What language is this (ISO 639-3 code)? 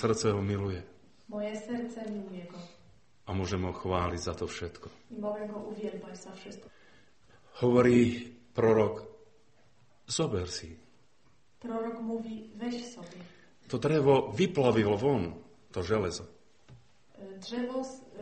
slk